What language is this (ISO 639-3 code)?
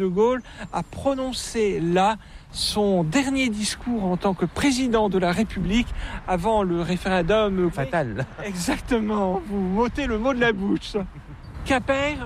fra